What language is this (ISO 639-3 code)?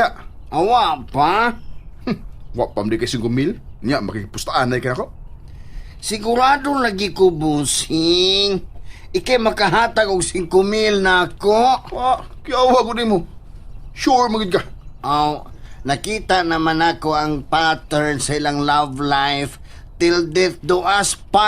ceb